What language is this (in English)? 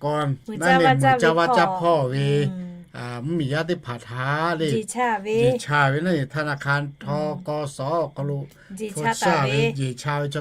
Lahu